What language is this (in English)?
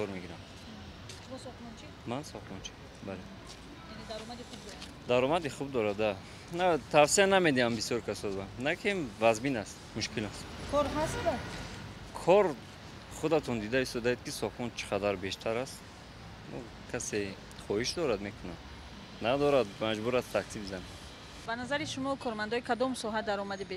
Tajik